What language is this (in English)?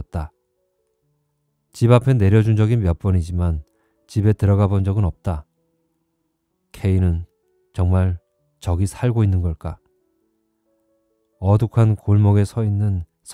Korean